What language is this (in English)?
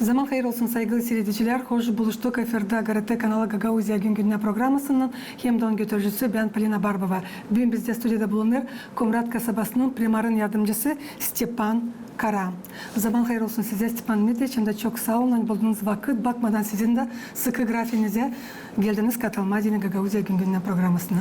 Gagauz